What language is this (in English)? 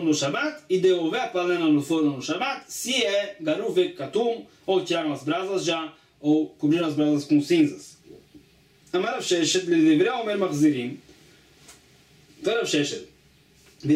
Portuguese